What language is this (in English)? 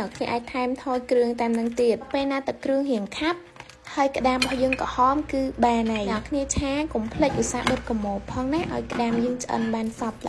Khmer